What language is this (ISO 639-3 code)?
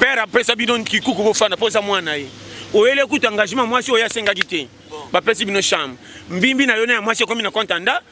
lin